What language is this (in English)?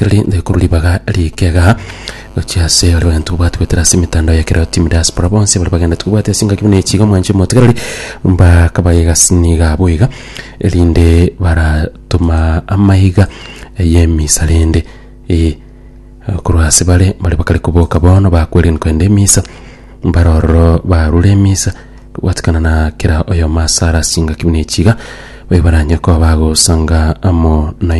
Gusii